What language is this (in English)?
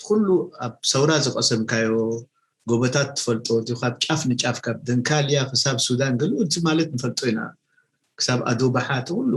Tigrinya